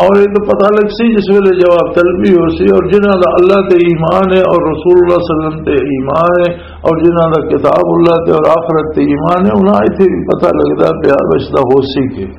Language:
Western Panjabi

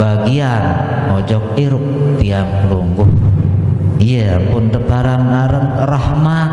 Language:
Sasak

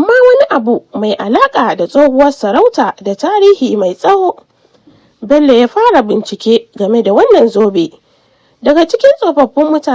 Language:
Hausa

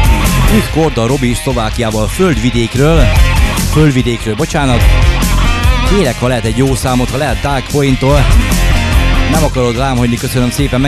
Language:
Hungarian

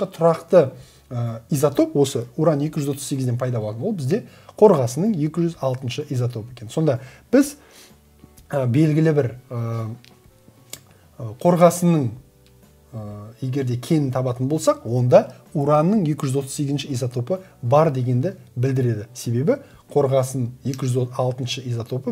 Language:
Kazakh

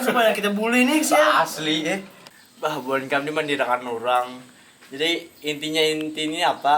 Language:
Banjar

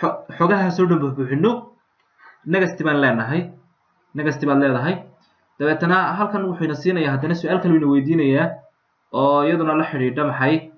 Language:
Somali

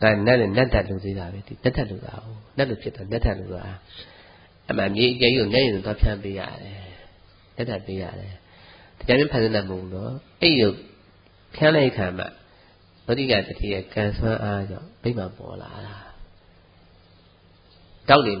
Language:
Burmese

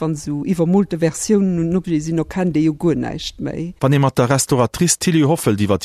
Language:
Luxembourgish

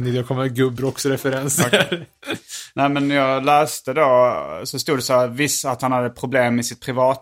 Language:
Swedish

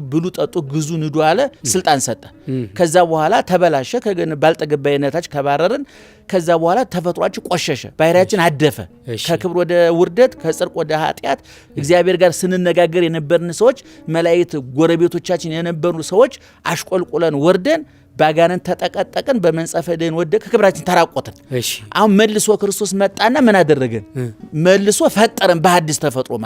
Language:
Amharic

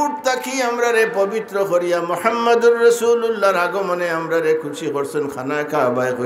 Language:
Sylheti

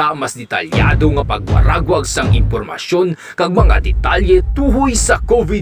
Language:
Hiligaynon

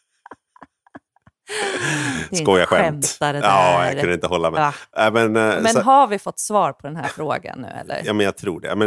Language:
Swedish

